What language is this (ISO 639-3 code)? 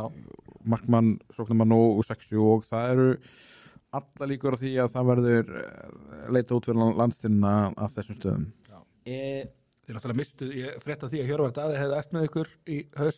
isl